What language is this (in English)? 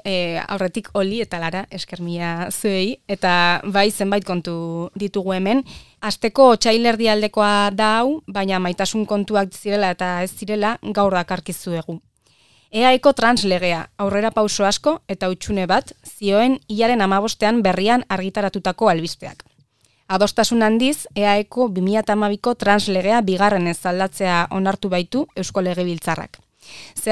Basque